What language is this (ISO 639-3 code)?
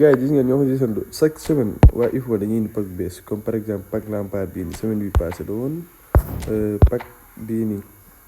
wol